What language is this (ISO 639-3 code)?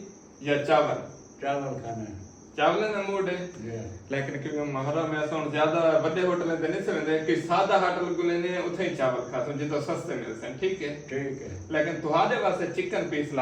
skr